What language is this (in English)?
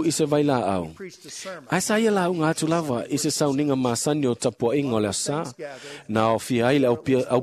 Samoan